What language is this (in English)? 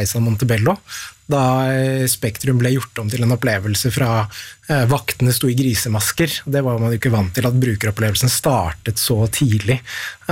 Norwegian